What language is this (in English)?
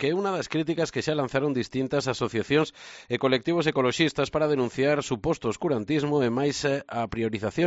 Galician